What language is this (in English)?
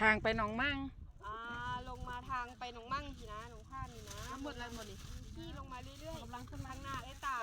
Lao